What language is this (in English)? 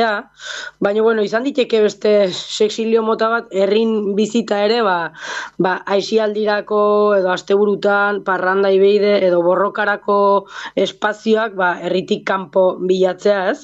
Basque